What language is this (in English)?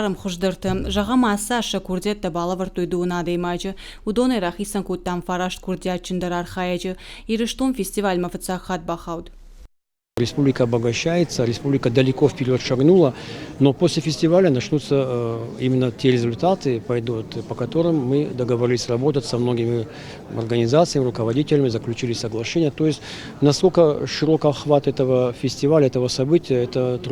Ossetic